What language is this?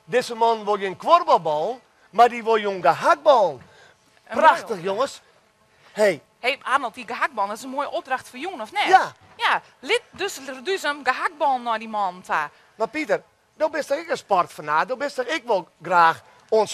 Western Frisian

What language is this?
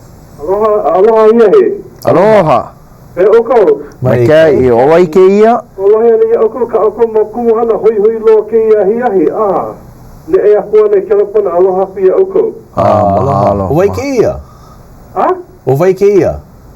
Hawaiian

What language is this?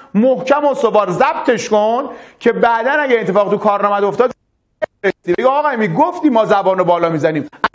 Persian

